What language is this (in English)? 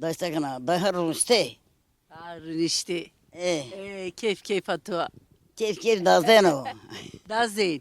Kurdish